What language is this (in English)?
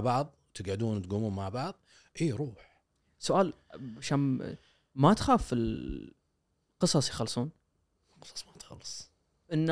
Gulf Arabic